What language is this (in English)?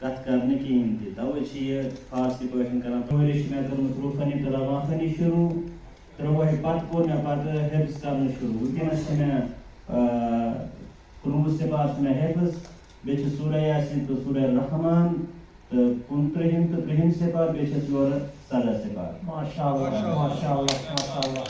Kashmiri